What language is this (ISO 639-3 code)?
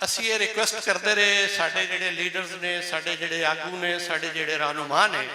lah